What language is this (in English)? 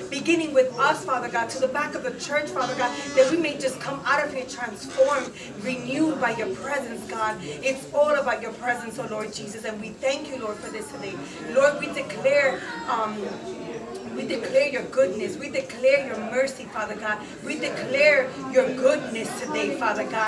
English